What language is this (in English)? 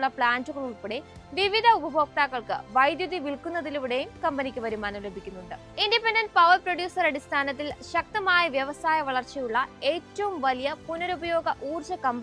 Malayalam